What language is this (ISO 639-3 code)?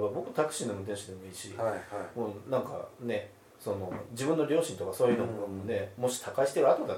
jpn